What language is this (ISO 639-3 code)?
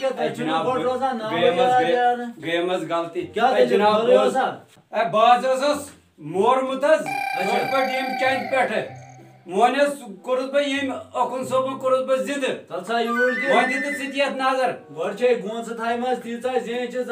kas